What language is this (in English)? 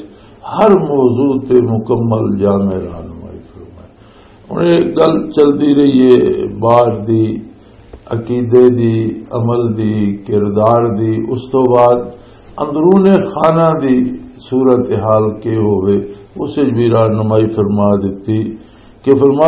Western Panjabi